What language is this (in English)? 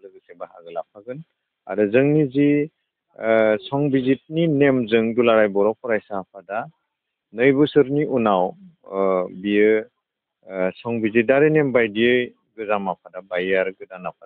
Bodo